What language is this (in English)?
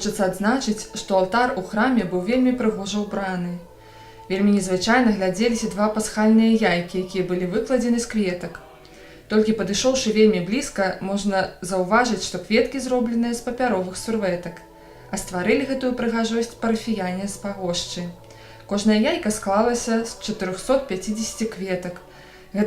Belarusian